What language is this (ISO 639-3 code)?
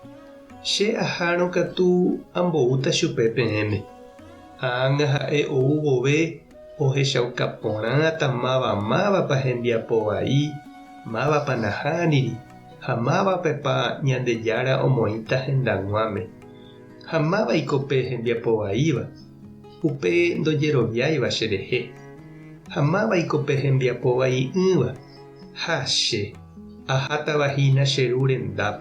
grn